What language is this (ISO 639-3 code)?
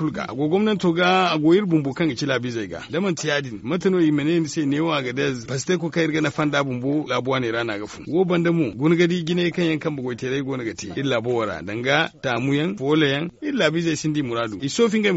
dje